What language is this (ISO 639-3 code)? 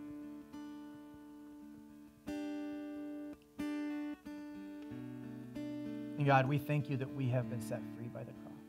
eng